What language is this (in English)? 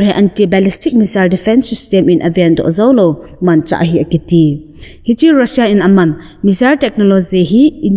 Thado Chin